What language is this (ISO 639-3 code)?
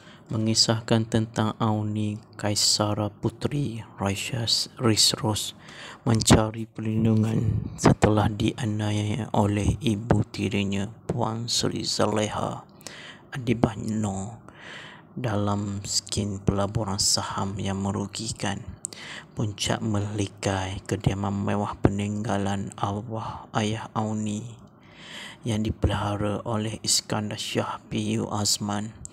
msa